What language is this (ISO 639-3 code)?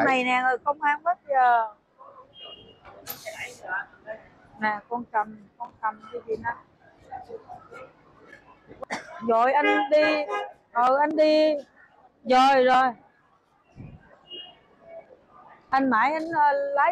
vie